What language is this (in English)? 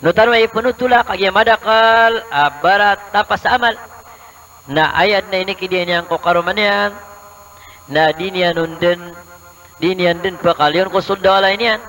Maranao